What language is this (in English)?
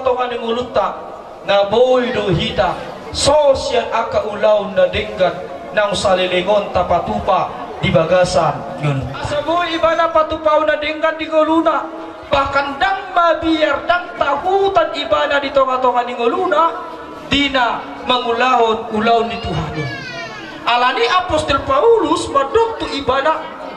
Batak Toba